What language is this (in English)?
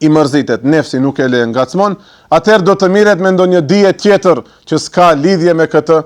Albanian